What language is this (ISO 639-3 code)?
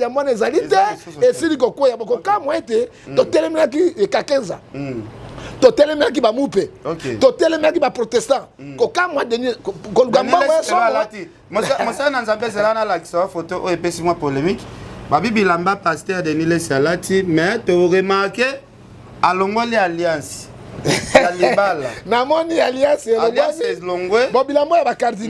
lin